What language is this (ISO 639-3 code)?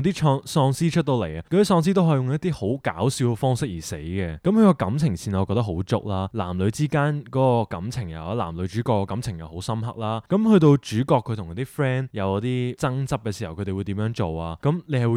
yue